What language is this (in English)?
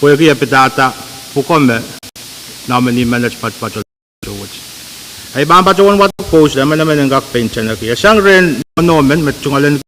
Pohnpeian